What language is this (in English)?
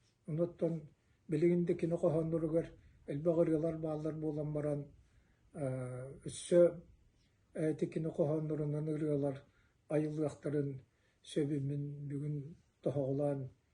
Yakut